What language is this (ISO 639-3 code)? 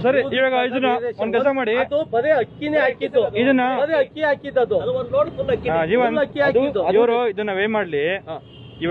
kan